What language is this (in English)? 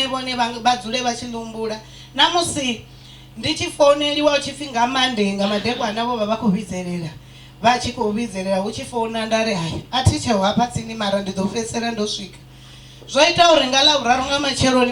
Venda